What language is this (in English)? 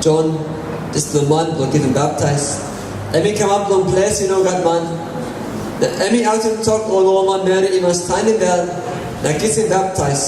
Tok Pisin